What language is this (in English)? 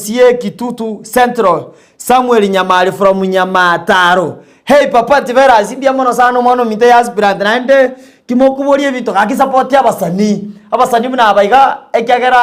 Gusii